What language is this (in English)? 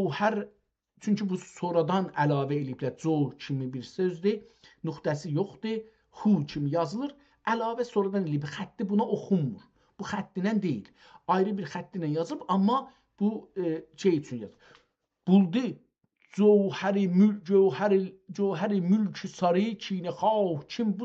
South Azerbaijani